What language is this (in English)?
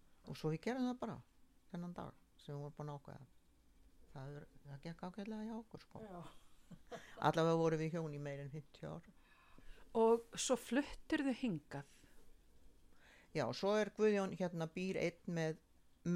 Icelandic